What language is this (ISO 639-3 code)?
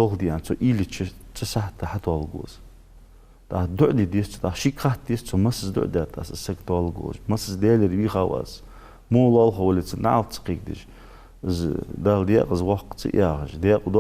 inh